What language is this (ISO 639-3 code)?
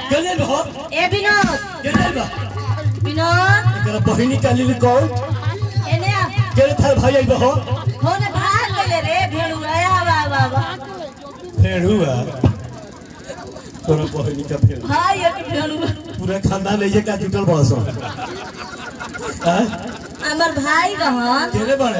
bho